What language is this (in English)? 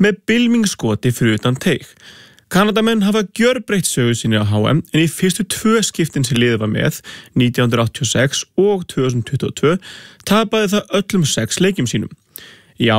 Icelandic